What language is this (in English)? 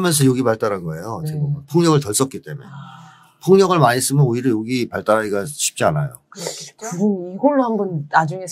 Korean